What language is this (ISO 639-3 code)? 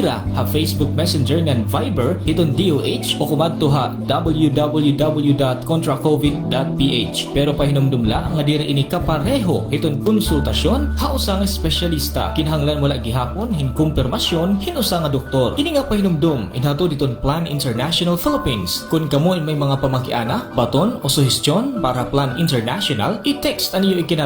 war